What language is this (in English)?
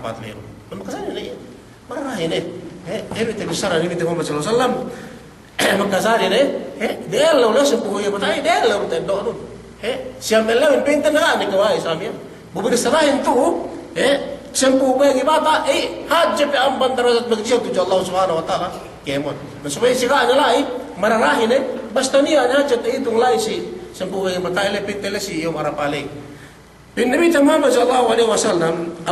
Yakan